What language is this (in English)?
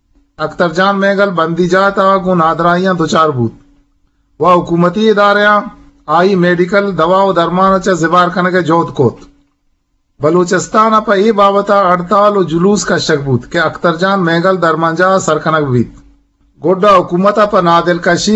Eastern Balochi